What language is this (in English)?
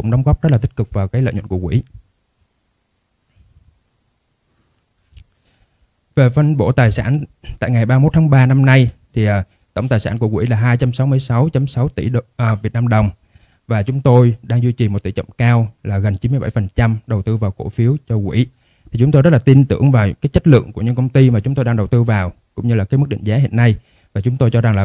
Vietnamese